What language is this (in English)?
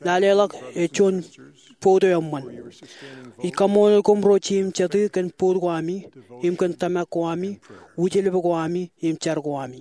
Marshallese